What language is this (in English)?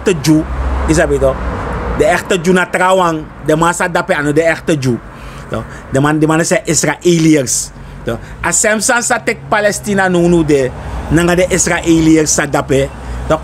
Sranan Tongo